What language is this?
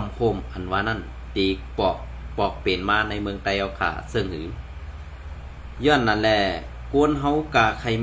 Shan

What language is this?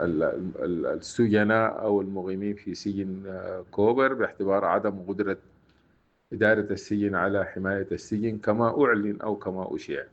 Sudanese Arabic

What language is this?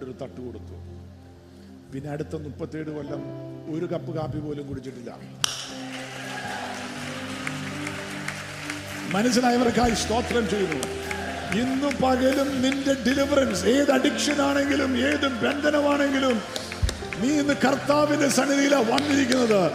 Malayalam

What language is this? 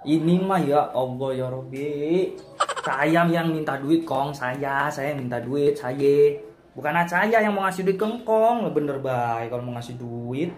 Betawi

